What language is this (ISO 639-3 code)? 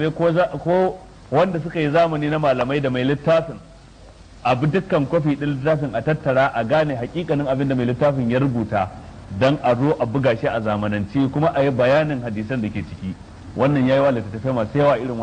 hau